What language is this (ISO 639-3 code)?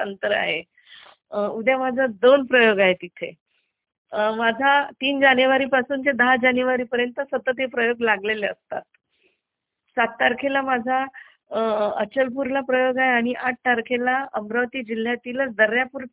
mar